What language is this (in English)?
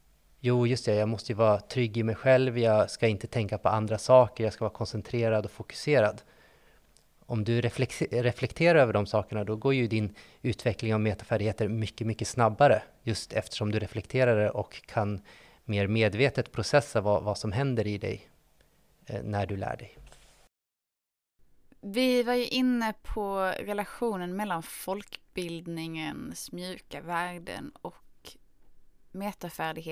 Swedish